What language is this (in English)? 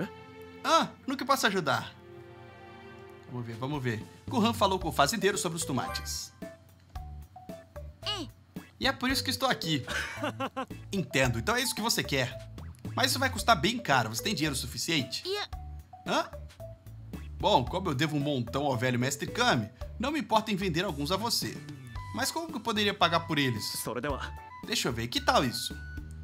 Portuguese